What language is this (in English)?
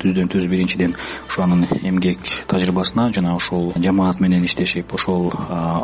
Kyrgyz